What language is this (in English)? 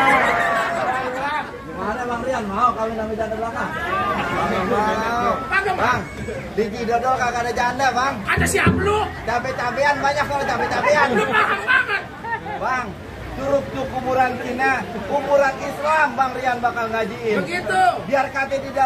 Betawi